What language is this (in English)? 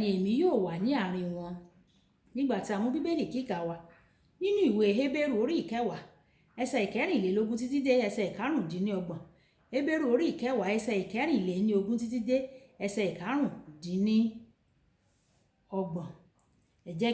Yoruba